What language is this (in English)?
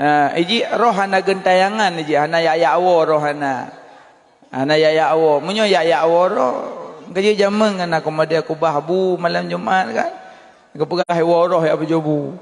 Achinese